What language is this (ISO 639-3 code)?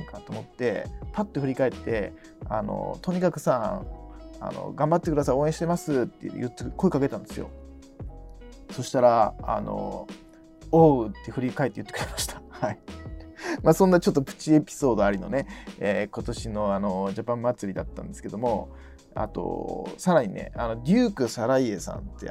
jpn